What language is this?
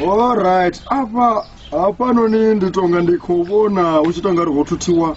Venda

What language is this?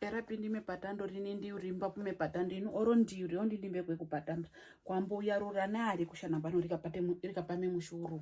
Herero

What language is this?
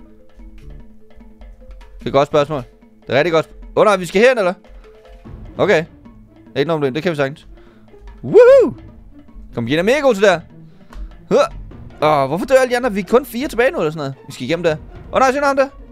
Danish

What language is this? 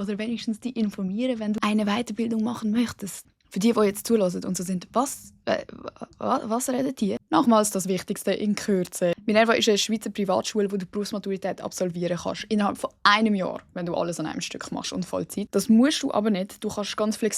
Swiss German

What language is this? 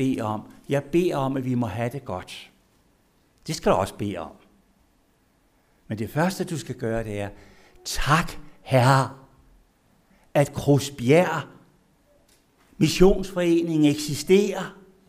Danish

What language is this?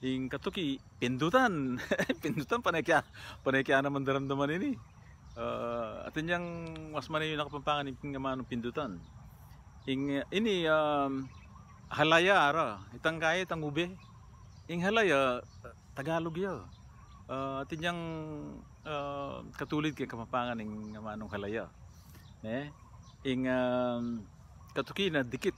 Pampanga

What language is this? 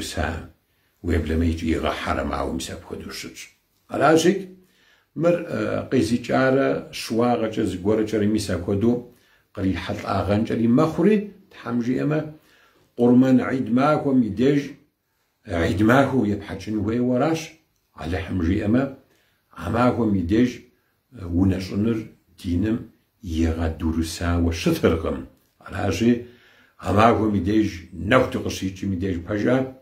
Kabardian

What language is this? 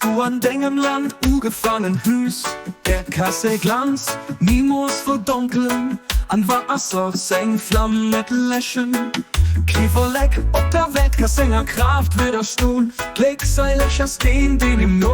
Luxembourgish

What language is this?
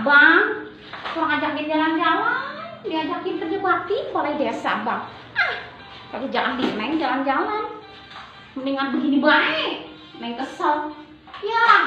Betawi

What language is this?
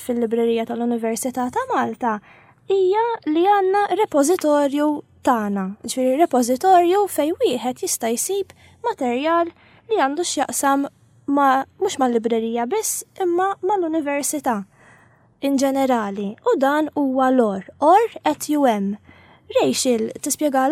Maltese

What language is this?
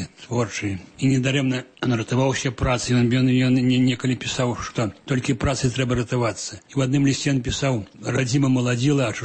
Belarusian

